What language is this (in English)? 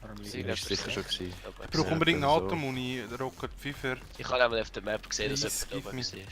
Swiss German